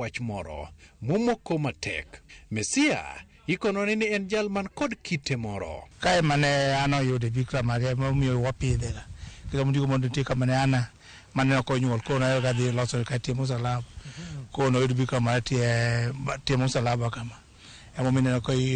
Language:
Luo (Kenya and Tanzania)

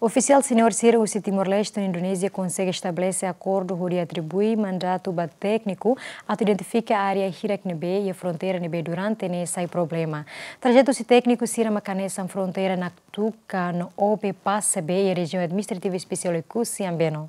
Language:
Tetum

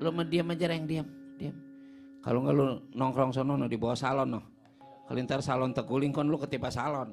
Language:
Betawi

